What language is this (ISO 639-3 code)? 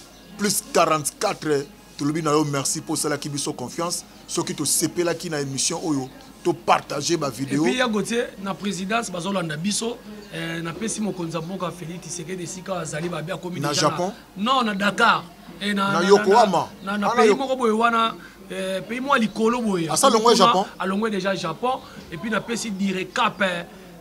lin